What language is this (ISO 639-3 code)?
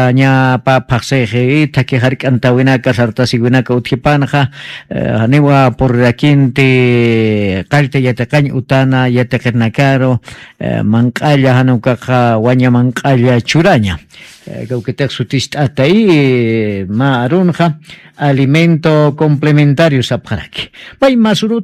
aym